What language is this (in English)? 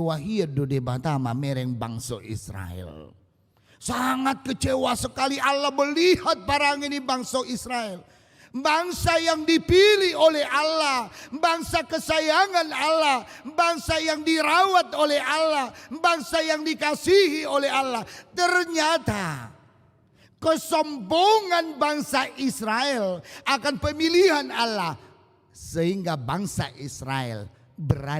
Batak Toba